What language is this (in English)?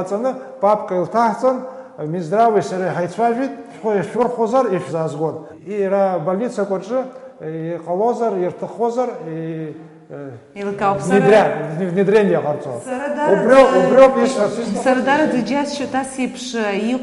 Abkhazian